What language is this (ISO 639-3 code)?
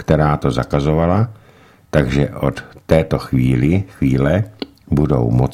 ces